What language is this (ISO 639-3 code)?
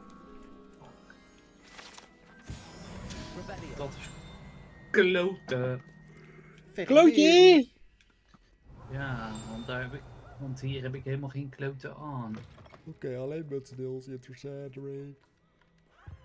nld